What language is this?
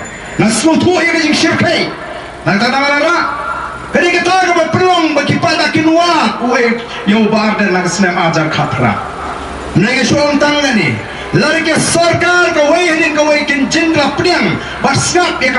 Khasi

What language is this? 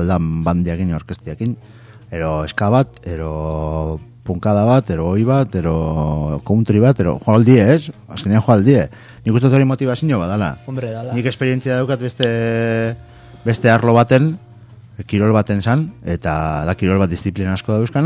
Basque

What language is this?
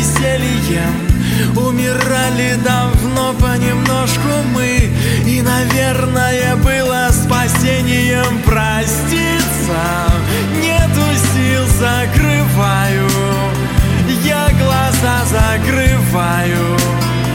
Russian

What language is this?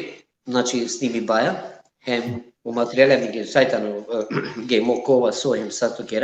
Balkan Romani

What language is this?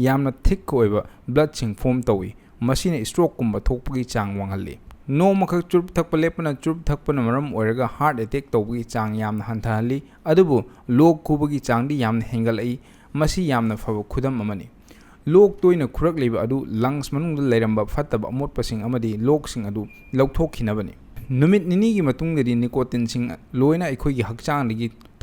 Manipuri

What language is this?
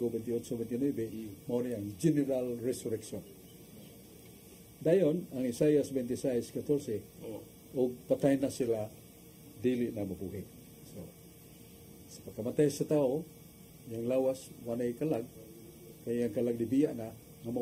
Cebuano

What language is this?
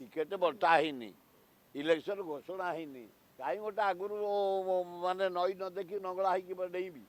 Odia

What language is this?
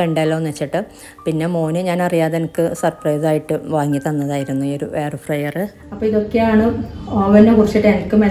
Malayalam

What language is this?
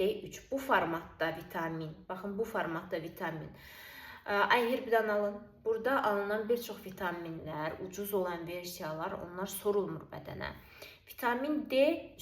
Azerbaijani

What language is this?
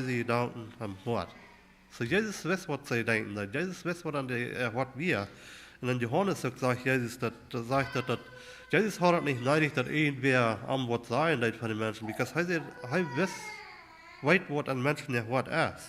Plautdietsch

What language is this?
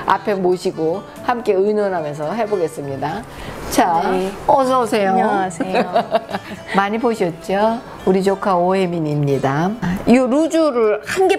Korean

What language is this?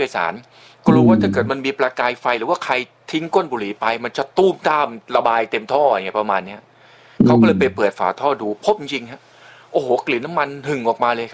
Thai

